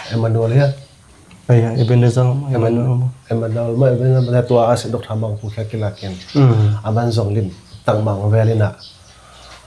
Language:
Tedim Chin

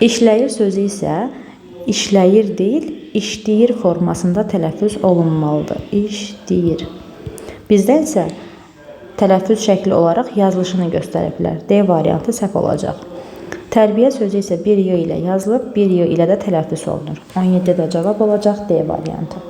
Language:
Azerbaijani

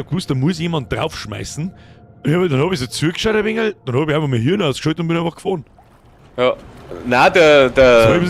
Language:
Bavarian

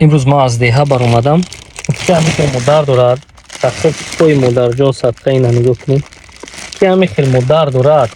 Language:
Tajik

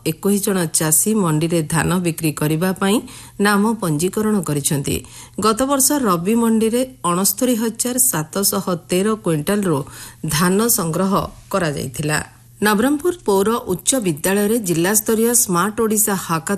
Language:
Odia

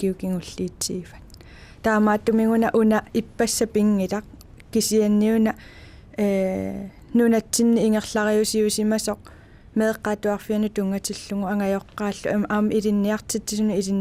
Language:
Kalaallisut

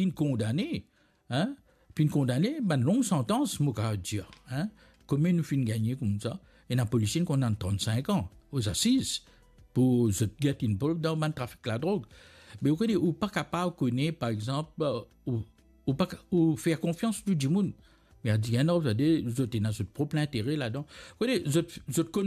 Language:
Morisyen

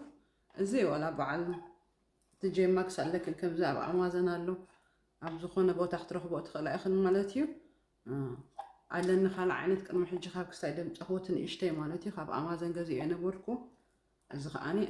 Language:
Tigrinya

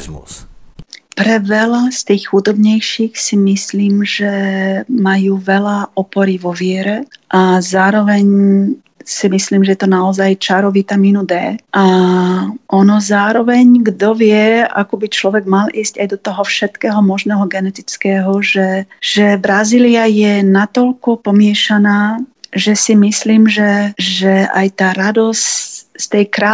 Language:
Slovak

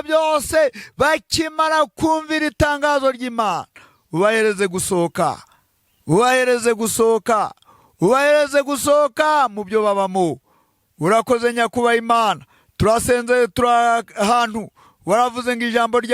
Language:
Kinyarwanda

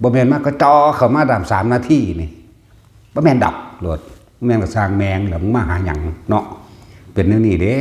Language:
Northeastern Thai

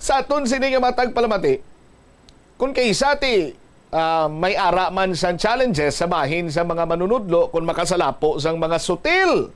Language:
Hiligaynon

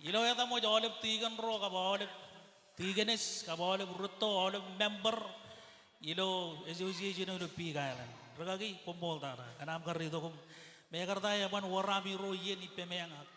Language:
Marshallese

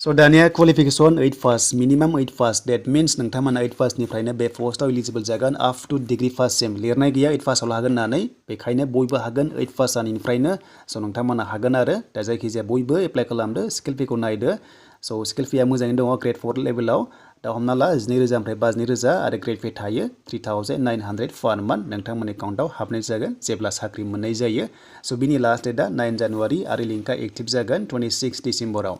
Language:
Bodo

